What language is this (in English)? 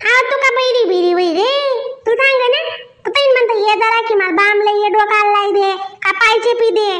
Khandesi